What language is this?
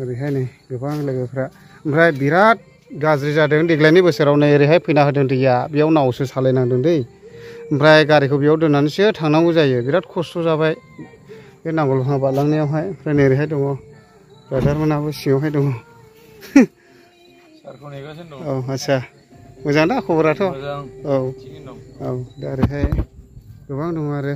Bodo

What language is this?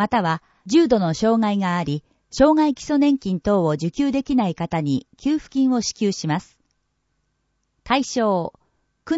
Japanese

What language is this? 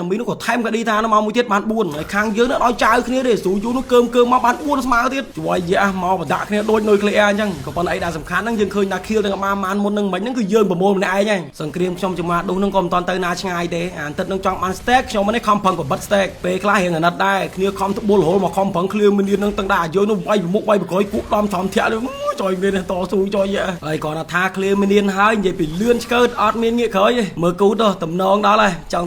Khmer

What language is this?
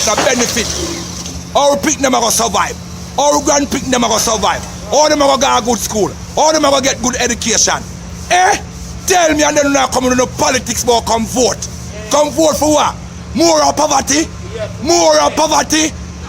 Jamaican Creole English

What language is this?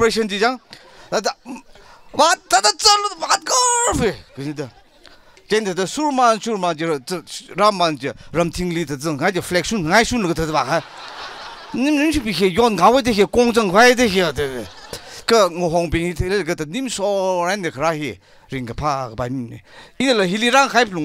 Tangkhul Naga (India)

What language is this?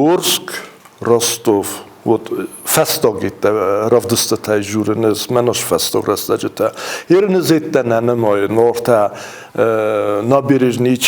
Ossetic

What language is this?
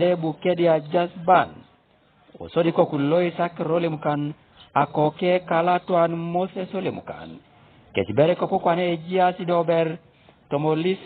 Teso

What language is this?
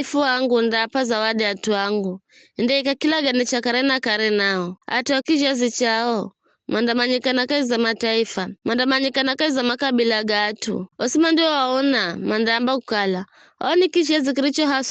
Giryama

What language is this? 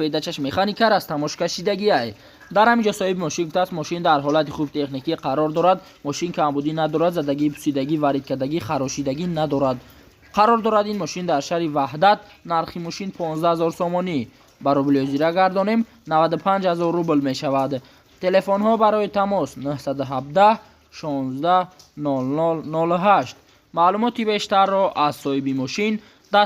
Tajik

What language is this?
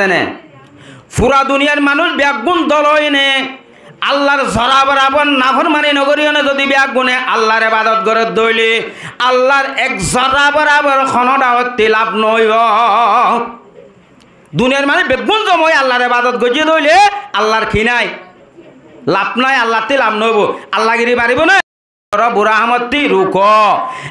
Rohingya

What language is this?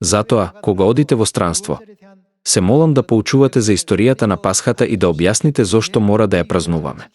Macedonian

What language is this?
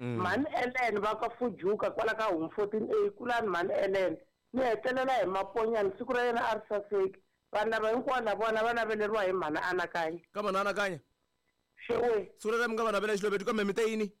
Tsonga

